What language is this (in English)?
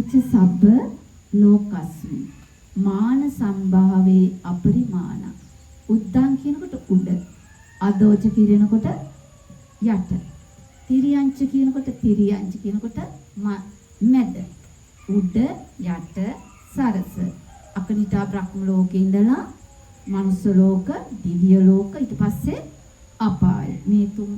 Sinhala